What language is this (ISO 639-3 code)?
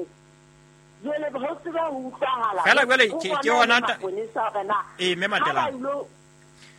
sot